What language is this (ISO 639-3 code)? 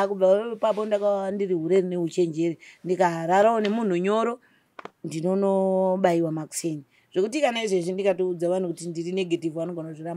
sna